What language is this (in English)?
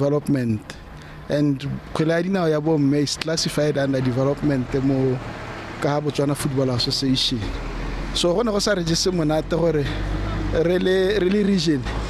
Tswana